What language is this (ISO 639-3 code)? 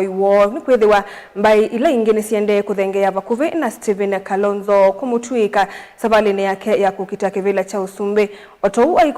kam